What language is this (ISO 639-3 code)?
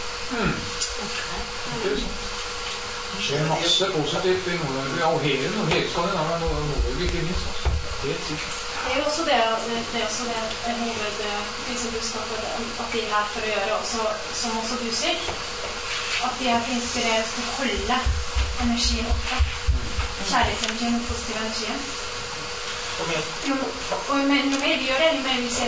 nor